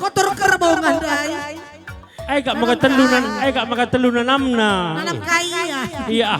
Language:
Batak Karo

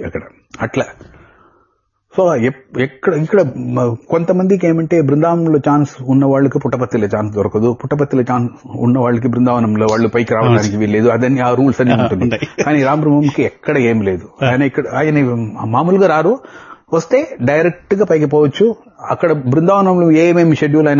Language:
Telugu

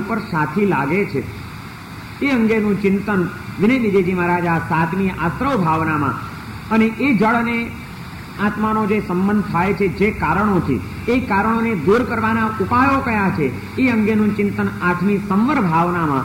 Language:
Gujarati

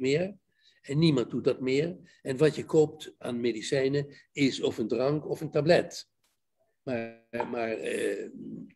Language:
Dutch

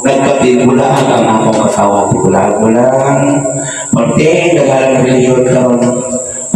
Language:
Cebuano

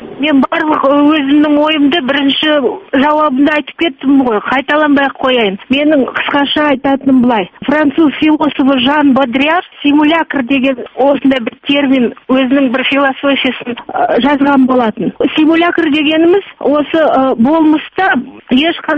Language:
Kazakh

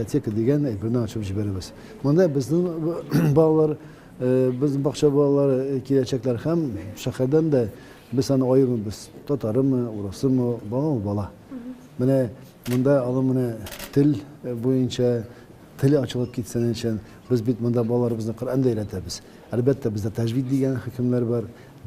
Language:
Tatar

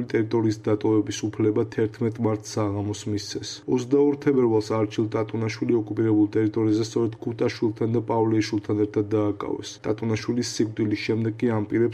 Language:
Georgian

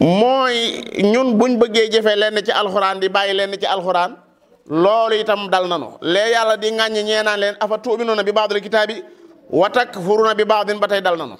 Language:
Wolof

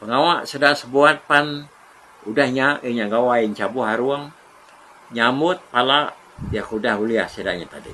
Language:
Iban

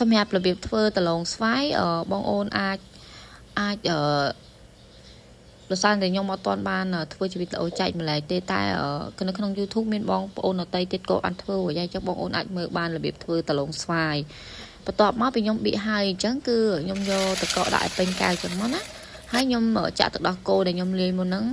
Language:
Khmer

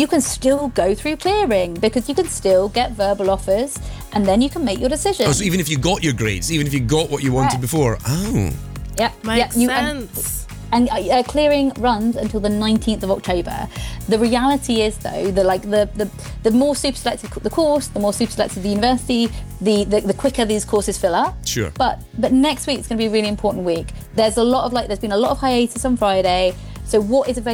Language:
English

